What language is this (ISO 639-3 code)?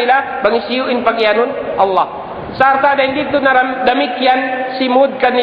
tsg